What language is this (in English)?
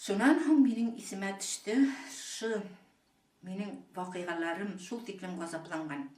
Bashkir